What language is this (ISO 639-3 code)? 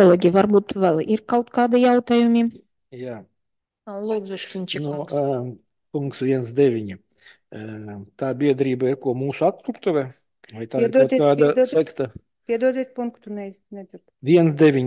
lav